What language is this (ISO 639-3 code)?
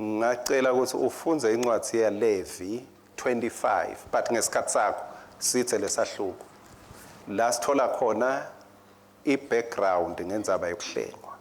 ssw